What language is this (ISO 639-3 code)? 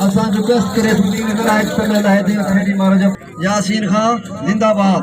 skr